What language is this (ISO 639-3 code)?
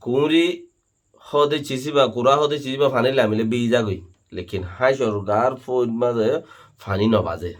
rhg